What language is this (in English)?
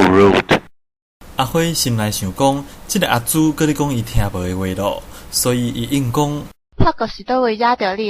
Min Nan Chinese